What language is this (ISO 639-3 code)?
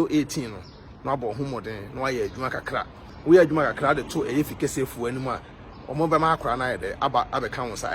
aka